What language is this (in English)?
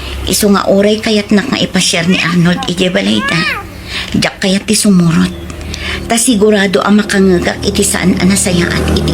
Iloko